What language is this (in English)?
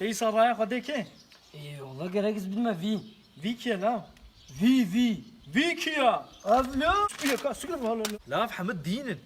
Kurdish